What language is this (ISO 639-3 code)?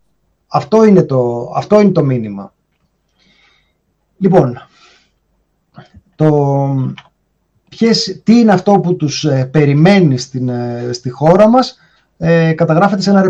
ell